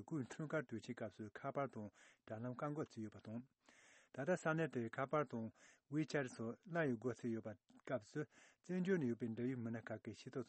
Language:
Tibetan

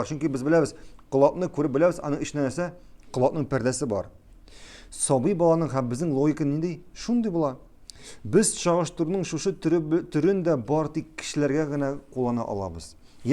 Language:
Tatar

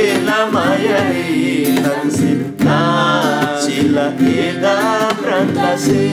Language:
Eastern Tamang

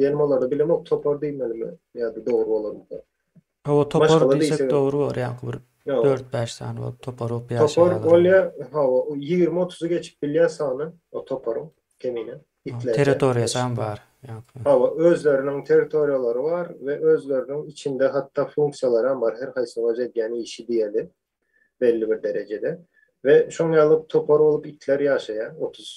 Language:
Turkmen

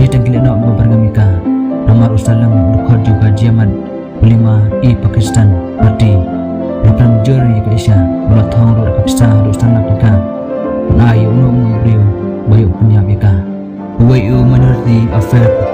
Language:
Khasi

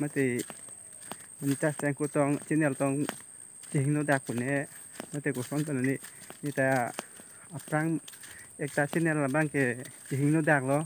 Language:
Karbi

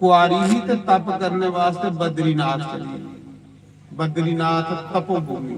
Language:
Dogri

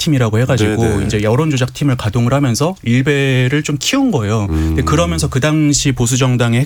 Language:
Korean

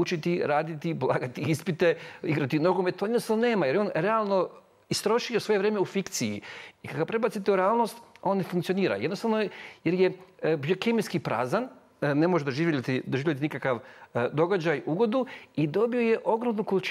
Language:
Croatian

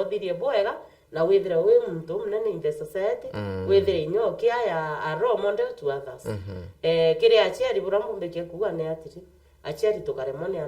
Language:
Meru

